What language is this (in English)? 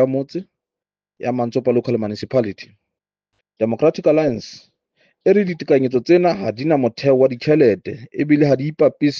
Southern Sotho